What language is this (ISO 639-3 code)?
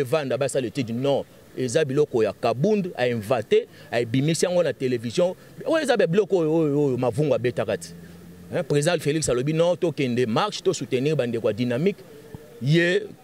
lin